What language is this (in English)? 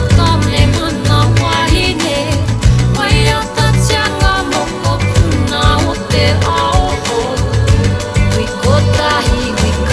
Māori